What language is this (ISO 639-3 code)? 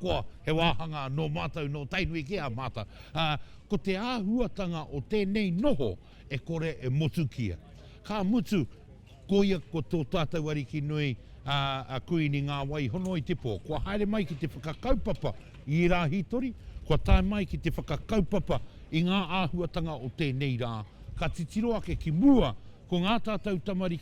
mri